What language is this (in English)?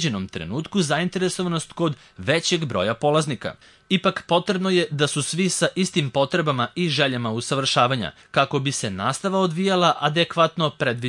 Serbian